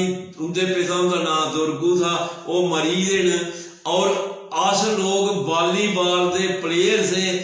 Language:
Dogri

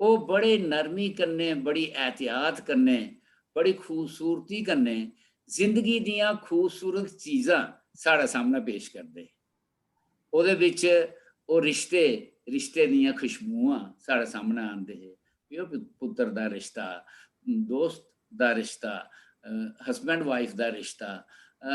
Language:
Dogri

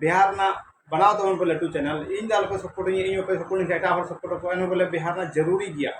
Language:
Santali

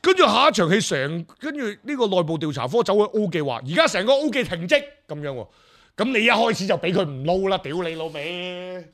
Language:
Cantonese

